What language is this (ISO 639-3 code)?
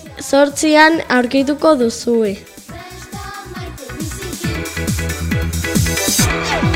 eus